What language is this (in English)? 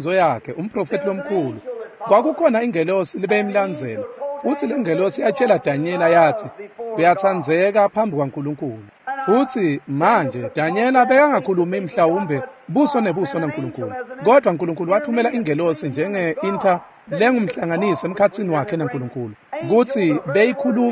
Swati